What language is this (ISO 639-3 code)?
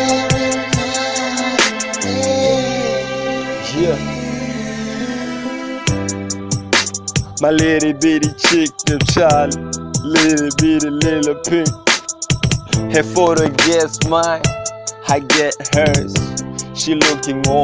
eng